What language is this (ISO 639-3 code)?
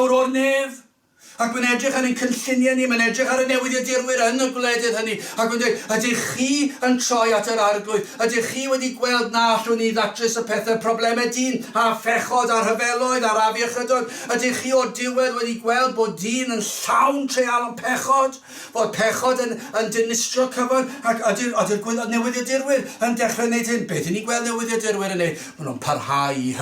cym